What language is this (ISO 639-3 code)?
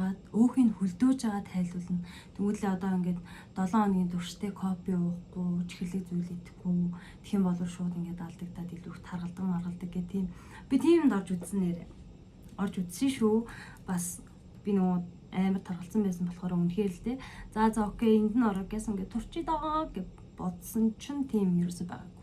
mon